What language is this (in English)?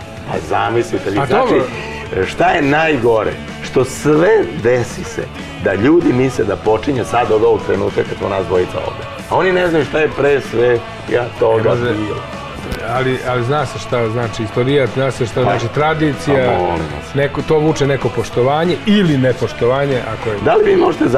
Serbian